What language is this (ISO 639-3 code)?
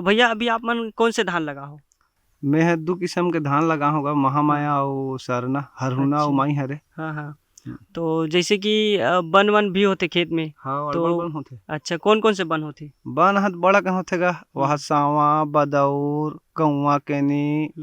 hne